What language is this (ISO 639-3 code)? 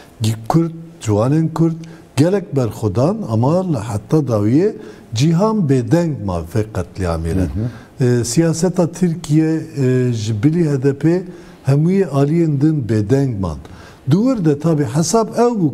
kur